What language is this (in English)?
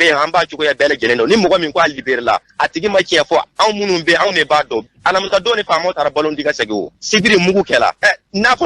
Bambara